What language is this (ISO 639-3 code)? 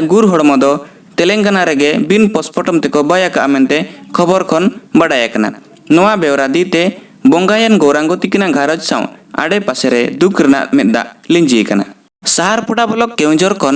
sat